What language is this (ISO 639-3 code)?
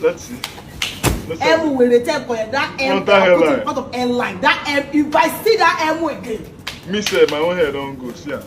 pcm